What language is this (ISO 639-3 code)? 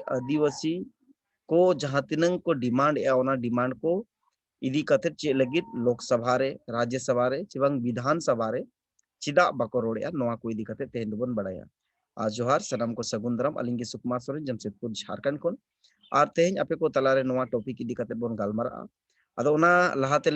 sat